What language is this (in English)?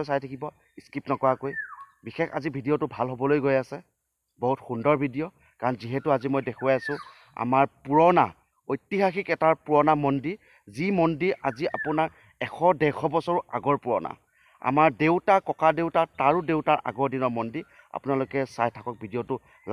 Assamese